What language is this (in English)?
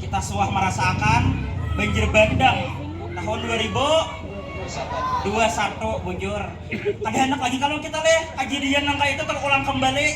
Banjar